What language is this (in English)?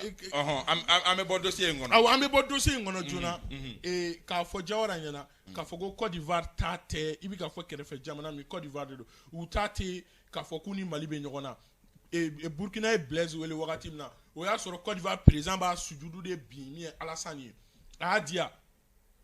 Bambara